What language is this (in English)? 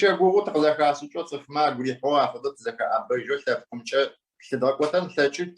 Adyghe